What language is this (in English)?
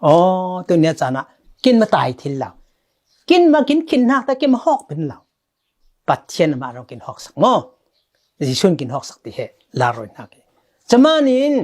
Falam Chin